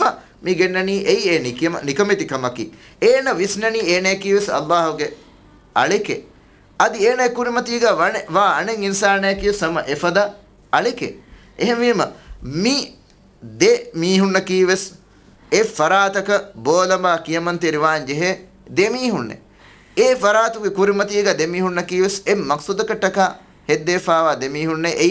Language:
Divehi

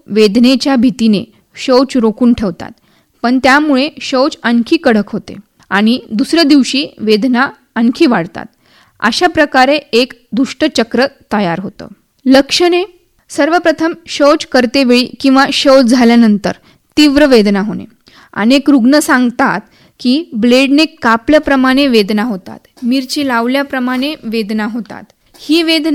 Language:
Marathi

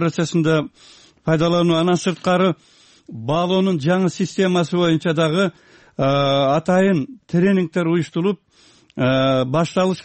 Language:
Kyrgyz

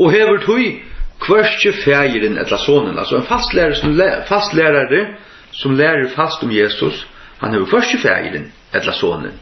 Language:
Faroese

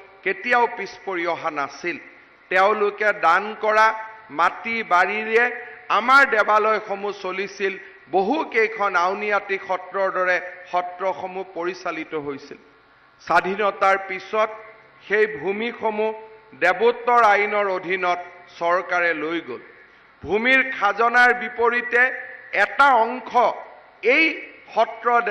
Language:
Assamese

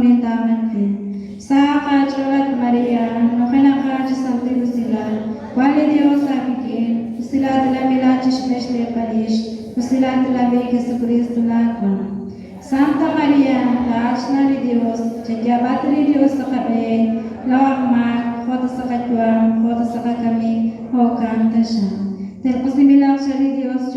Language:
Kekchí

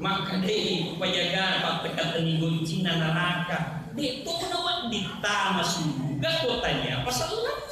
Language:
Buginese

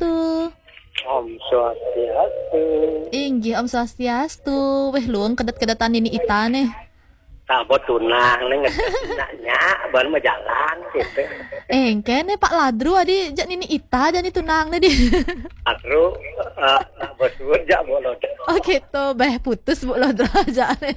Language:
Balinese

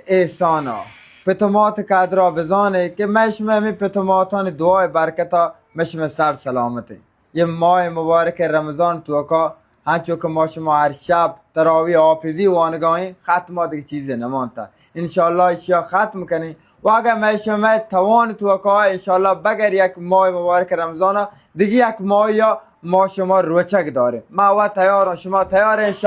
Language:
Baluchi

